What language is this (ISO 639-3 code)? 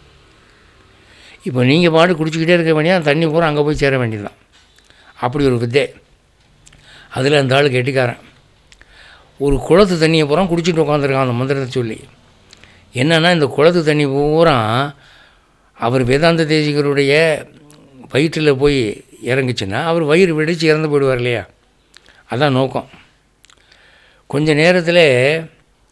tam